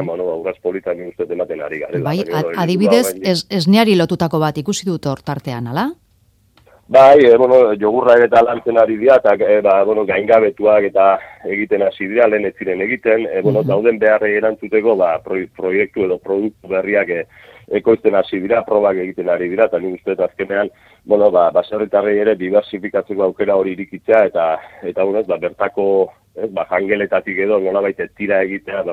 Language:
Basque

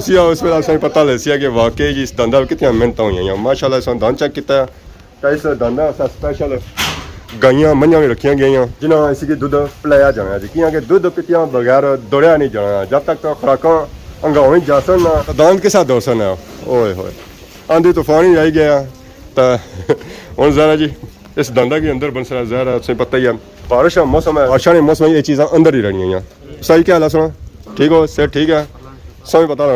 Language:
Pahari-Potwari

